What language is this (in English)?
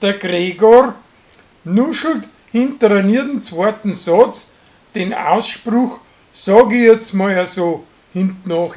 Bavarian